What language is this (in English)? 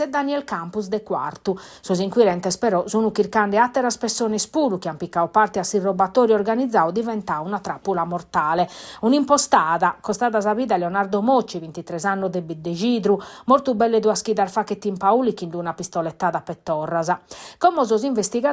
Sardinian